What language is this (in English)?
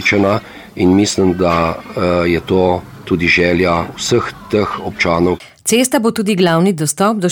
Slovenian